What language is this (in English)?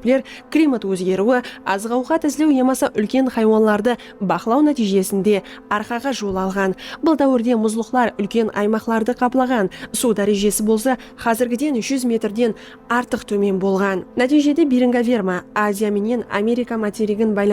Kara-Kalpak